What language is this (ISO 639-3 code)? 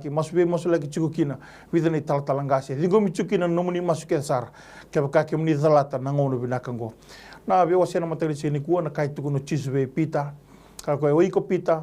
fij